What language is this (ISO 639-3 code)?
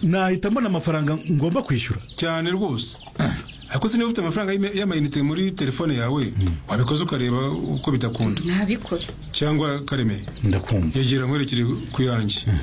kin